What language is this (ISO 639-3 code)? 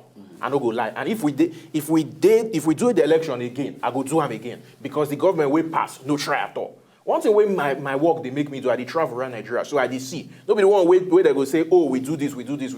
pcm